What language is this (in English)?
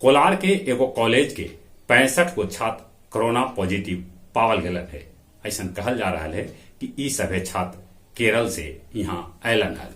Magahi